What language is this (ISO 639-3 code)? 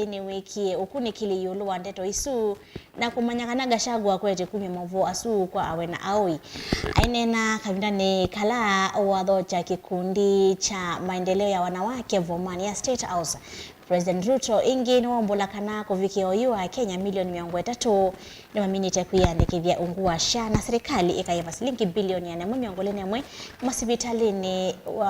kam